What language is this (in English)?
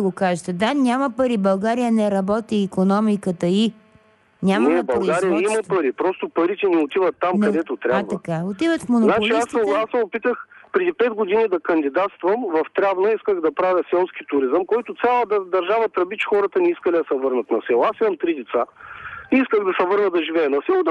Bulgarian